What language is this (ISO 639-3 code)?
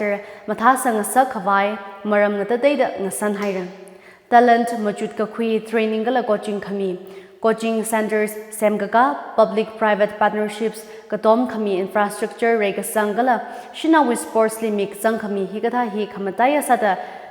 nmf